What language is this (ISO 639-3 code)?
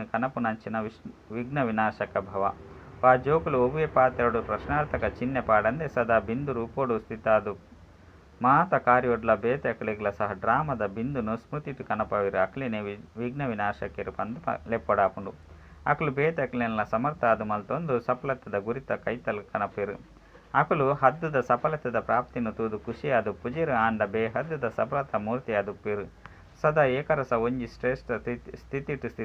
tcy